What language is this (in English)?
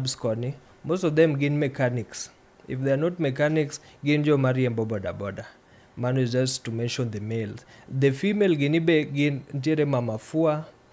Luo (Kenya and Tanzania)